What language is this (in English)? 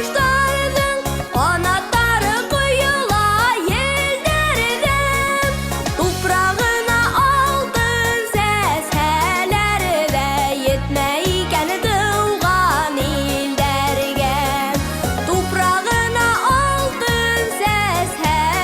Bashkir